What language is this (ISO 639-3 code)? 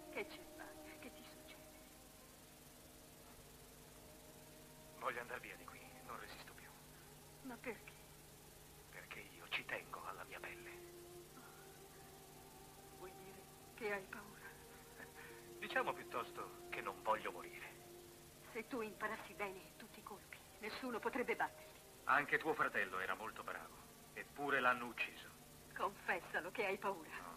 ita